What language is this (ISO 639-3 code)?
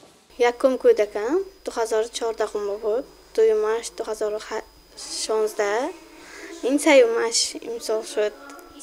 tgk